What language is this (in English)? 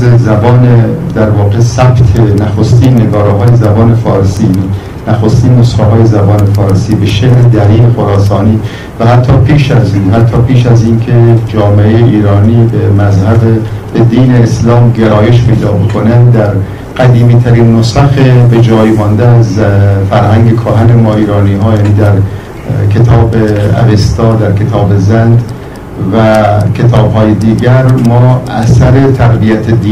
Persian